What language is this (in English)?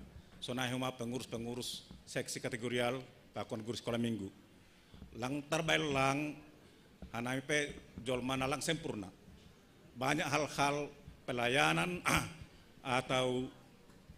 Batak Simalungun